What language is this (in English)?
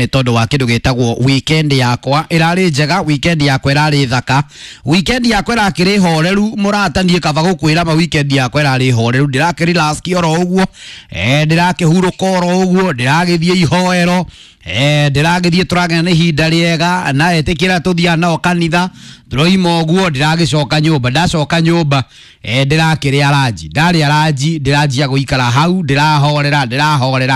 Kikuyu